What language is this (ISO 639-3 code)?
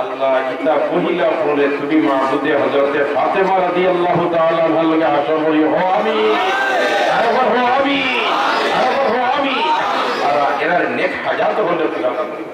syl